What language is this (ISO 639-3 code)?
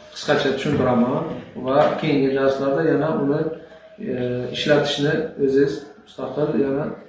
uzb